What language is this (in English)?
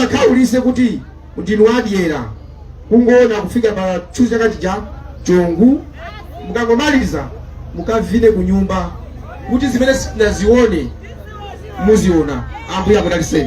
Nyanja